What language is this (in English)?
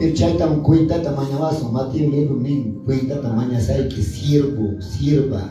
Quechua